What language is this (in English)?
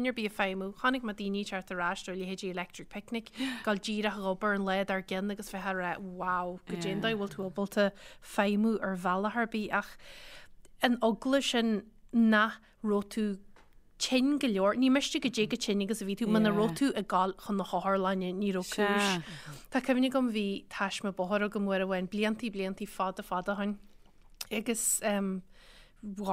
Irish